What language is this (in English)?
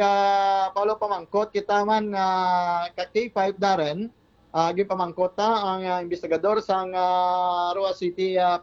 Hiligaynon